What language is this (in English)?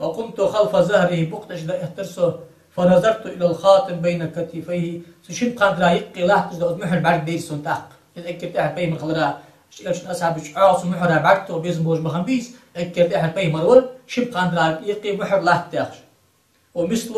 Ingush